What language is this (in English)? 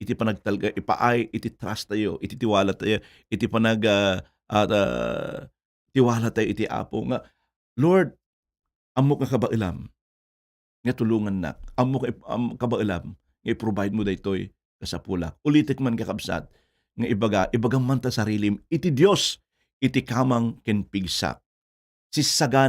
Iloko